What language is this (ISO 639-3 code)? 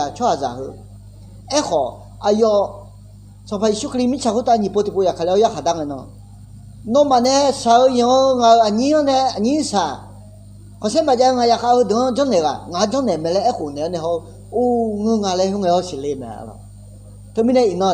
ahk